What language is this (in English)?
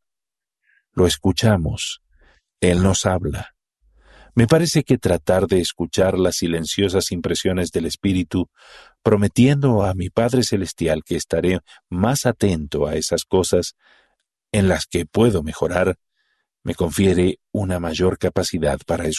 Spanish